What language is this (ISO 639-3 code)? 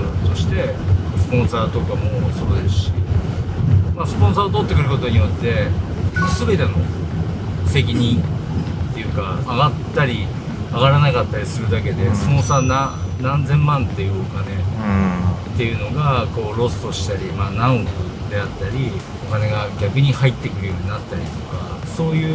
jpn